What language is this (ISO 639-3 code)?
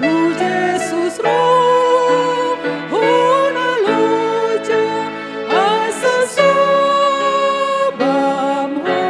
bbc